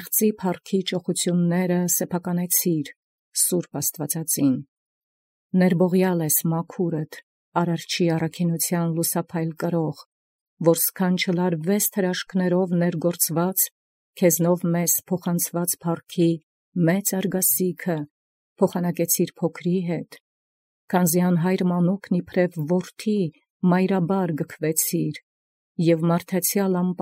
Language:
Armenian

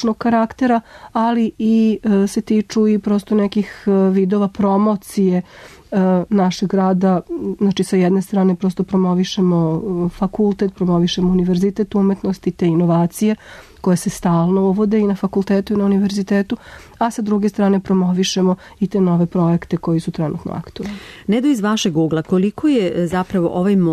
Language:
Serbian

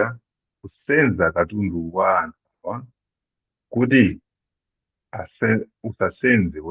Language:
Nyanja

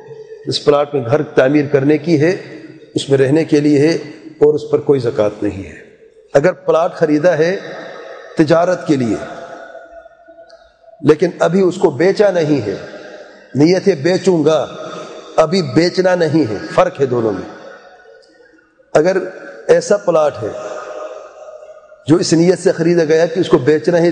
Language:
Urdu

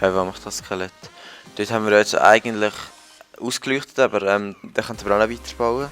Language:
Swiss German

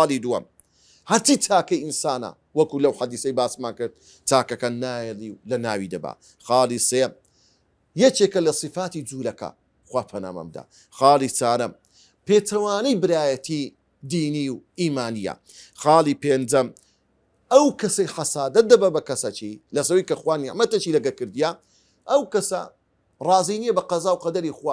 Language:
Central Kurdish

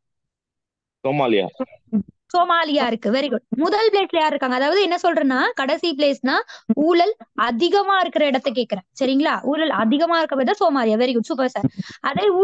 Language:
Tamil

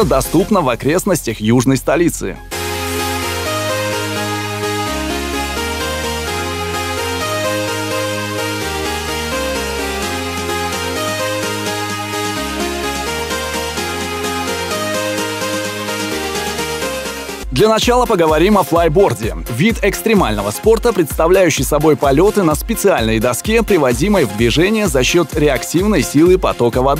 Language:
Russian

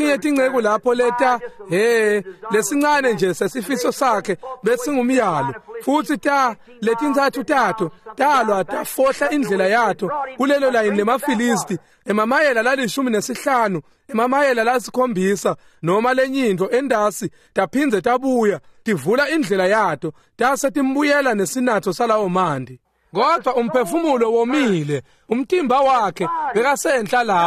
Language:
Swati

